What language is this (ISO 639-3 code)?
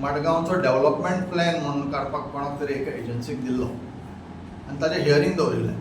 kok